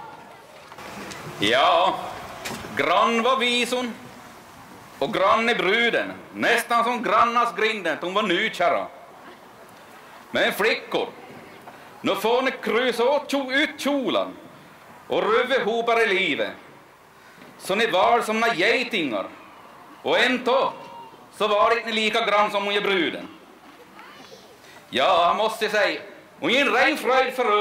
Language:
Swedish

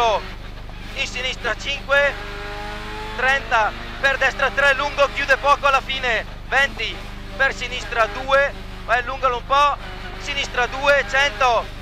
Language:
Italian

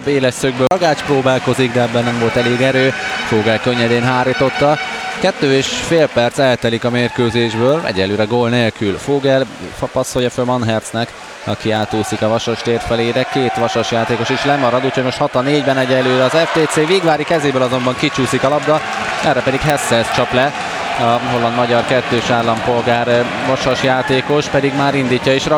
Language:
Hungarian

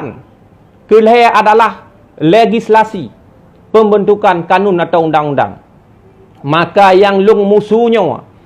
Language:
Achinese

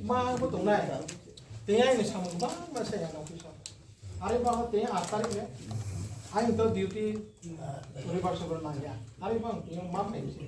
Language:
Riang (India)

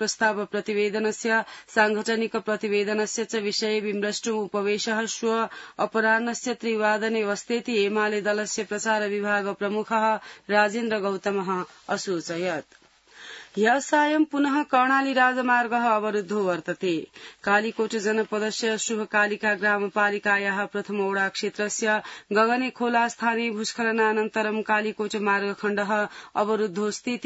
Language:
Sanskrit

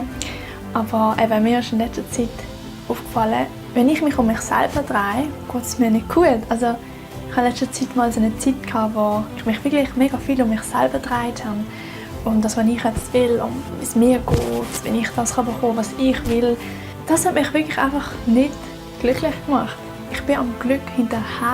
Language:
Swiss German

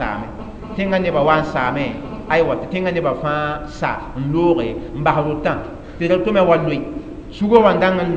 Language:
Mossi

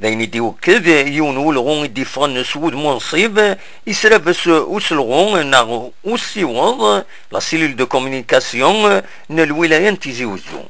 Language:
Kabyle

